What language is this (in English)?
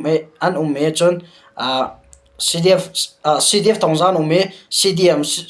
Hakha Chin